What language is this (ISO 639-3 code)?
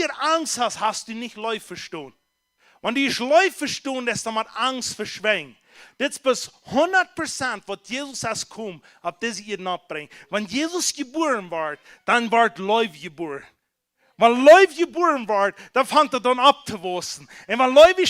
pdt